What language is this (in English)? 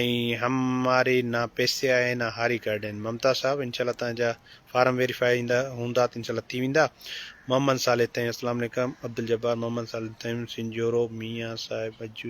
Sindhi